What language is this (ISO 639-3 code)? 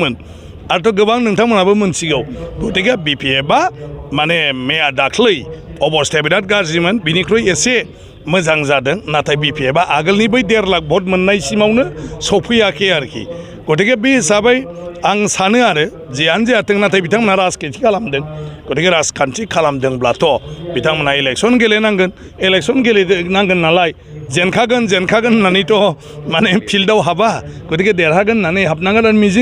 brx